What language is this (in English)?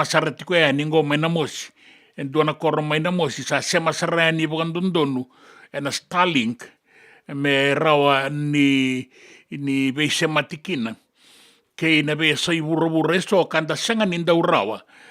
Fijian